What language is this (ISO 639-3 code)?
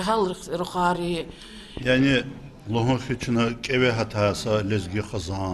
lez